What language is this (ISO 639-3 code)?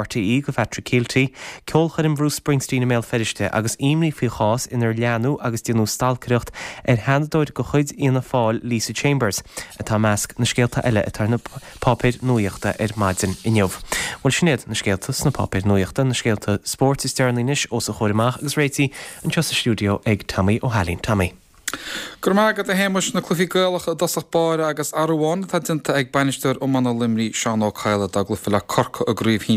gle